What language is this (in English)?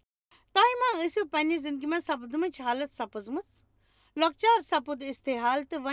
Kashmiri